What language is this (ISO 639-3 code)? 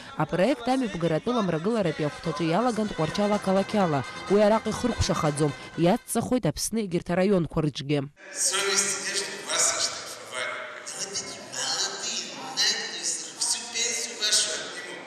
abk